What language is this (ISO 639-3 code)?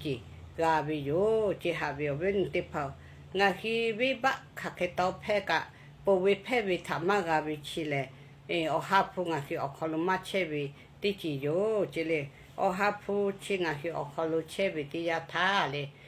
lhu